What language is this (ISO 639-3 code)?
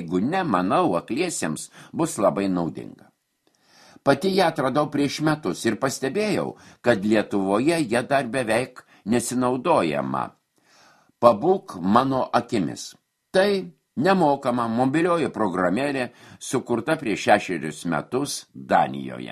lit